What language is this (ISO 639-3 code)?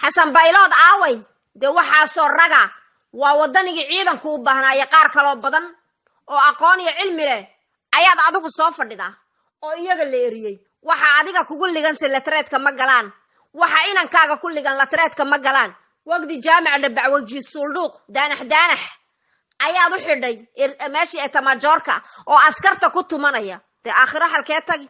som